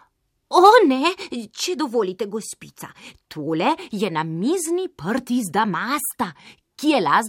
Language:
Slovenian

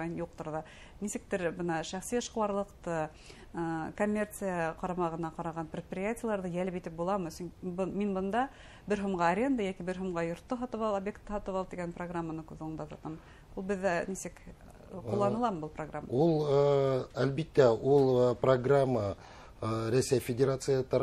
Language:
Bashkir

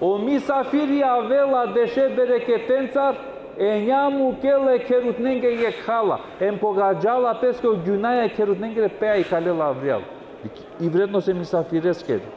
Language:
Balkan Romani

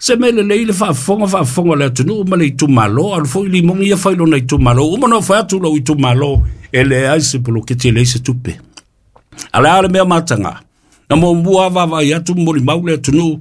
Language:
Samoan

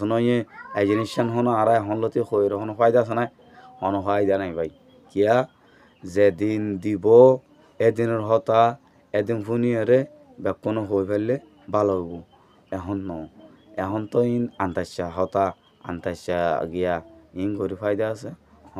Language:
Rohingya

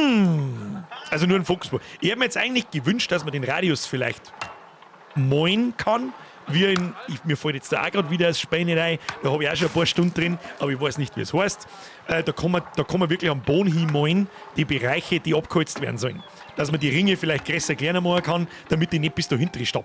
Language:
Bavarian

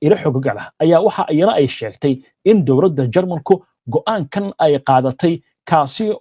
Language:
Somali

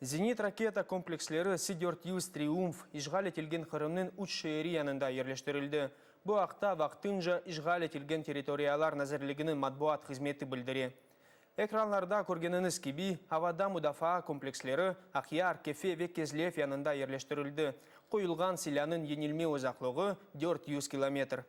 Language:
Crimean Tatar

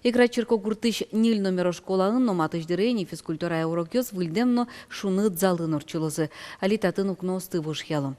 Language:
Udmurt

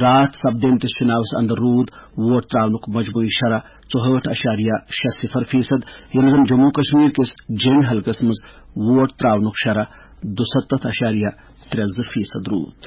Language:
Kashmiri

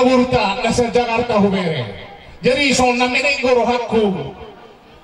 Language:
Batak Toba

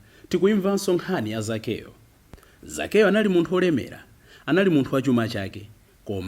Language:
Nyanja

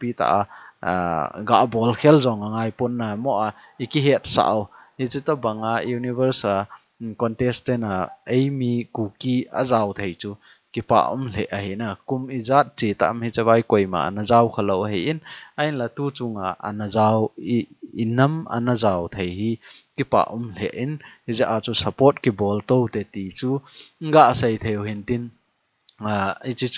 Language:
Thado Chin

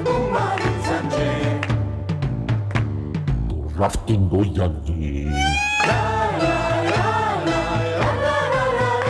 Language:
Greek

